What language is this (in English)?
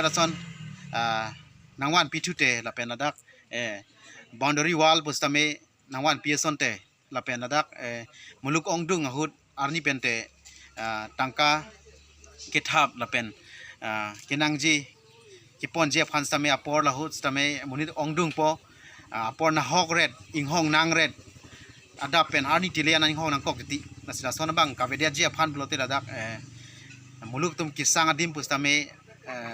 Karbi